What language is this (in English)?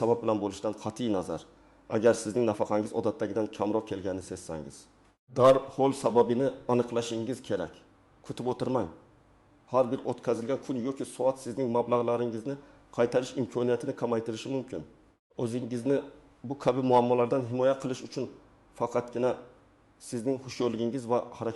Uzbek